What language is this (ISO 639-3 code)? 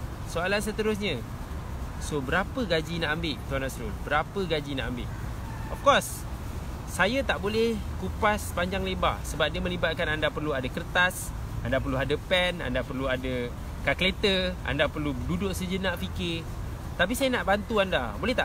msa